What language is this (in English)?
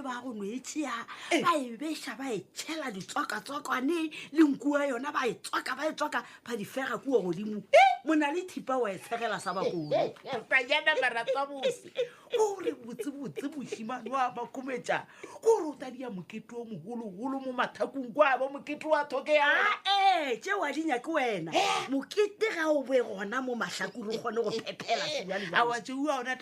Northern Sotho